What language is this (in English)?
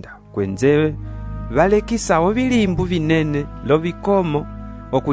Umbundu